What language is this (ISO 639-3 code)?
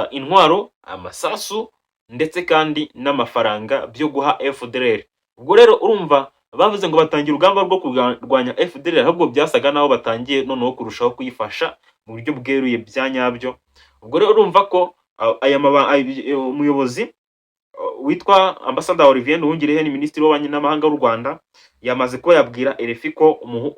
kin